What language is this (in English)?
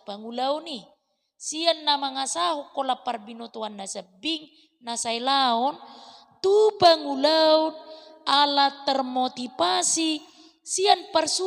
Batak Toba